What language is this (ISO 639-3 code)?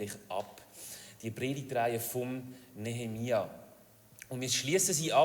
gsw